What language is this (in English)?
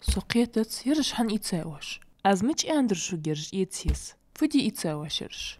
Ingush